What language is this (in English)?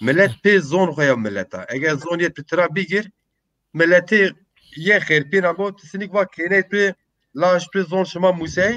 Zaza